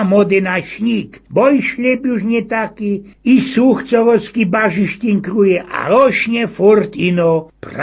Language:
Silesian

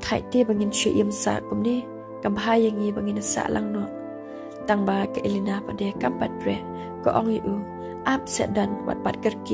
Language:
Khasi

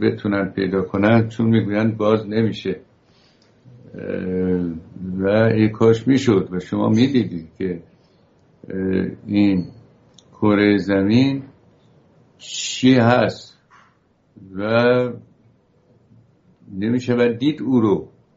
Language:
Persian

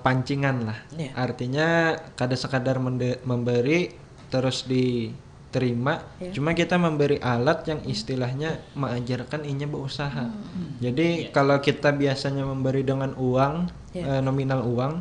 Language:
Banjar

